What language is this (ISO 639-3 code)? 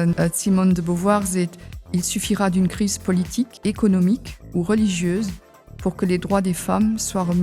ltz